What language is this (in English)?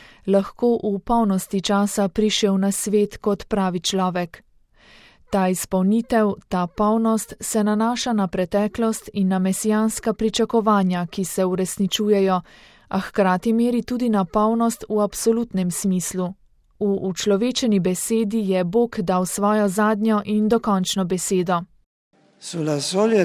Slovenian